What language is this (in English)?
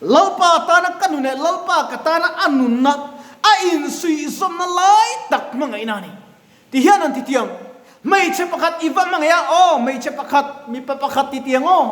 Mizo